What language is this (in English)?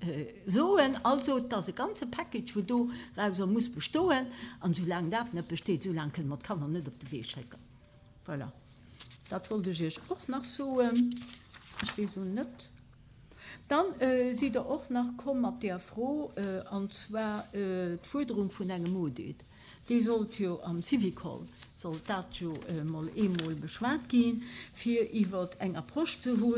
Luxembourgish